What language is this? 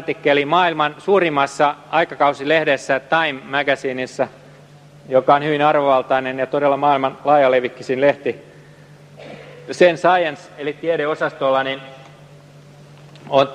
Finnish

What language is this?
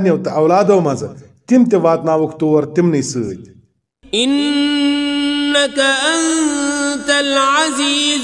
Kashmiri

